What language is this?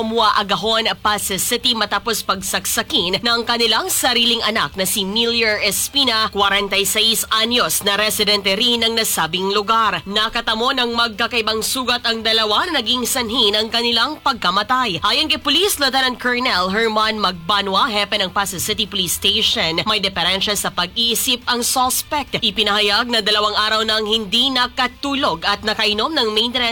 Filipino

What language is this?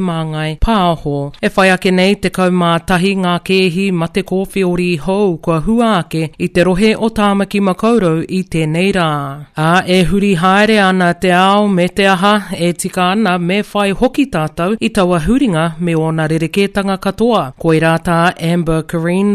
Māori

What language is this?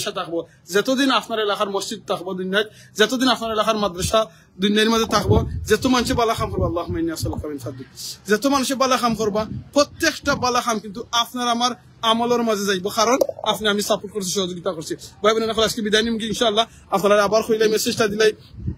Sylheti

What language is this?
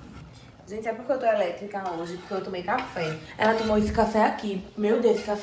Portuguese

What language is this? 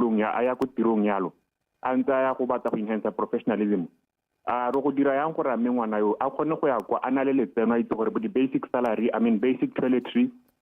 Tswana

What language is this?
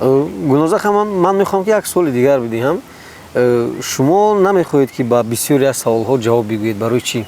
Tajik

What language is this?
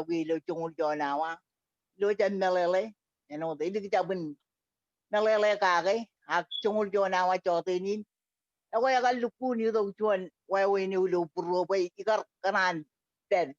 Marshallese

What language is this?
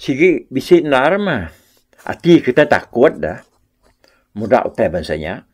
Iban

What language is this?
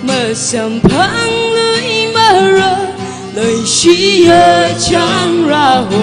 Tangkhul Naga (India)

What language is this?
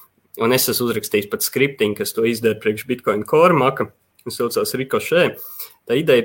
Latvian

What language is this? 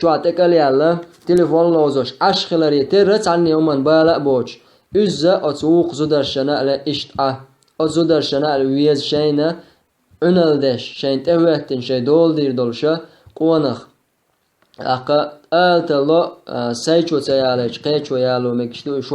Chechen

